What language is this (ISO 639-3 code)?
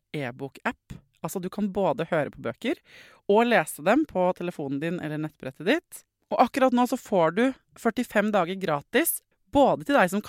nor